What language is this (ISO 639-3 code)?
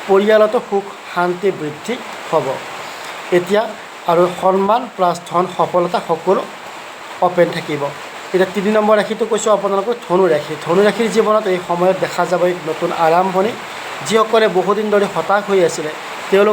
asm